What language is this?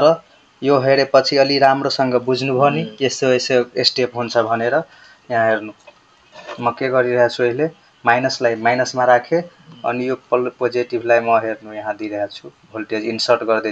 Nepali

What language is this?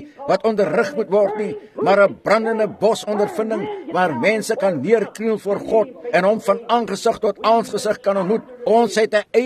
Afrikaans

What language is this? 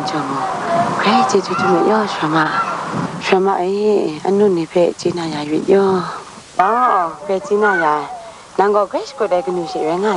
Kachin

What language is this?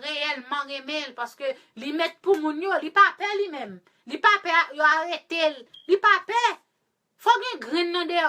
Haitian Creole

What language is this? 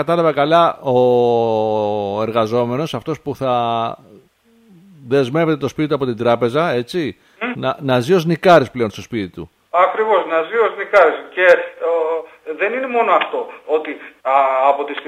Greek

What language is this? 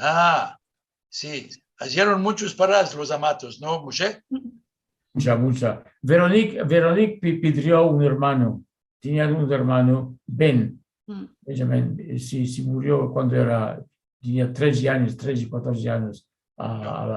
Ladino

